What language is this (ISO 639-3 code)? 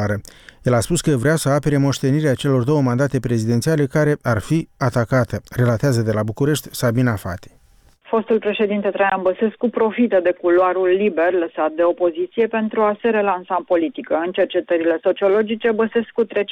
ron